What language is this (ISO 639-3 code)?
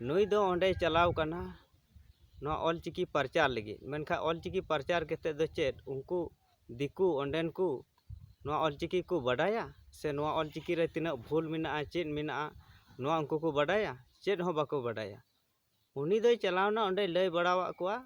sat